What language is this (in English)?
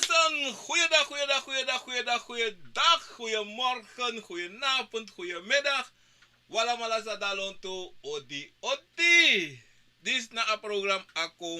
Sranan Tongo